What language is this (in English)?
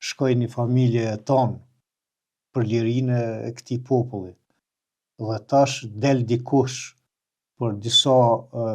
Albanian